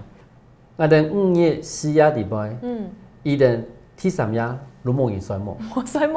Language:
Hakka Chinese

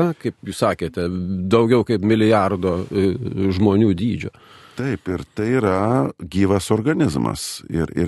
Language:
Lithuanian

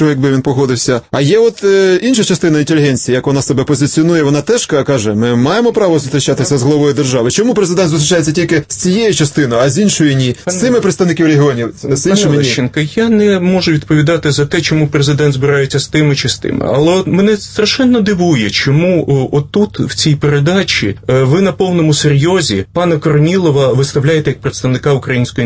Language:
Ukrainian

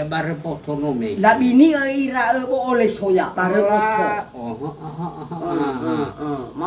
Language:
Nias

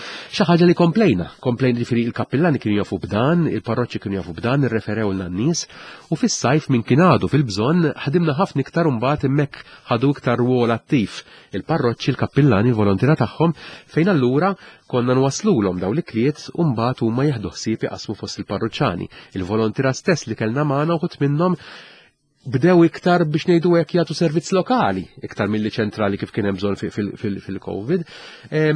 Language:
Maltese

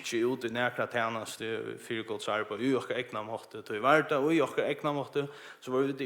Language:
Faroese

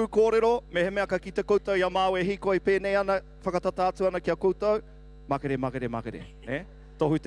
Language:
Māori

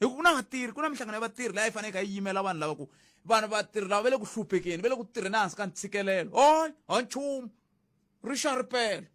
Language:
Tsonga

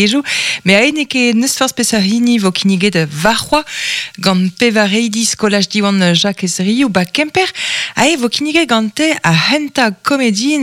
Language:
Breton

